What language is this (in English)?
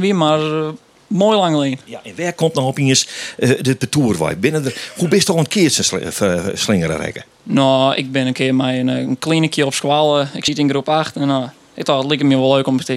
Western Frisian